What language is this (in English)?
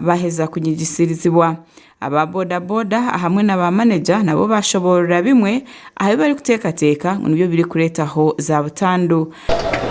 Nyankole